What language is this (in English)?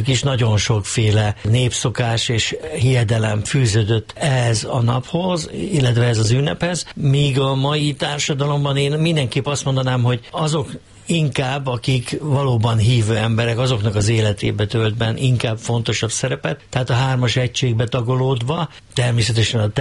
Hungarian